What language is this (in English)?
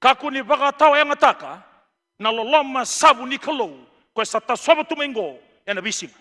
Fijian